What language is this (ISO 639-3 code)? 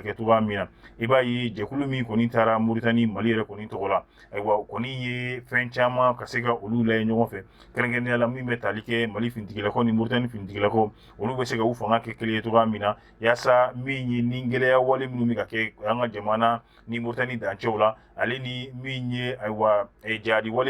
bam